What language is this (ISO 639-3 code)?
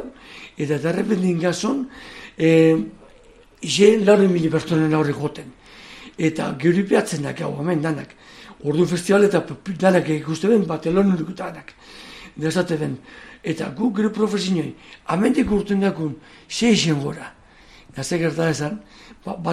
eus